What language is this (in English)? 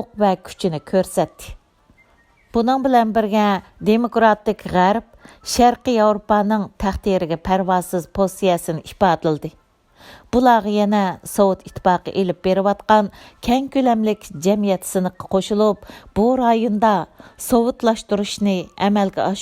Uyghur